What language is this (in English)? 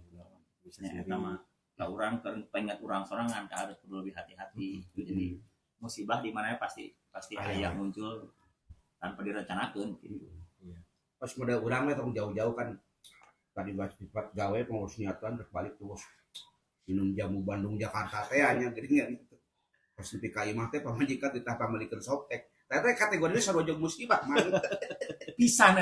Sundanese